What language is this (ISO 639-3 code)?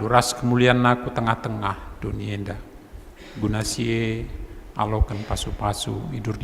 btx